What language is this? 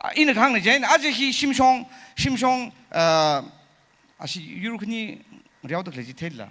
Tangkhul Naga (India)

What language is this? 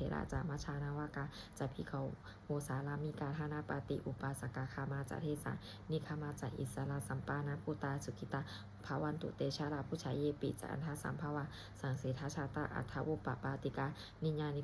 Pali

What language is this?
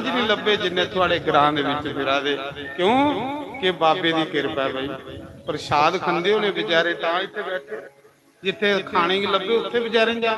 Dogri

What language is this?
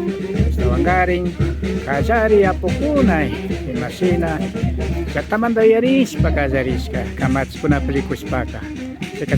Imbabura Highland Quichua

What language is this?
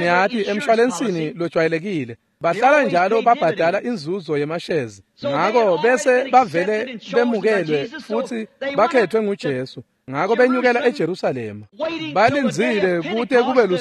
Swati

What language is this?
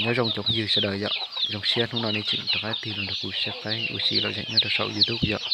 Hmong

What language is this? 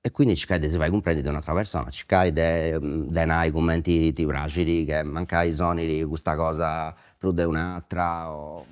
Sardinian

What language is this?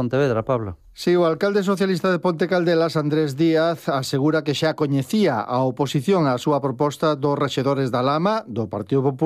Galician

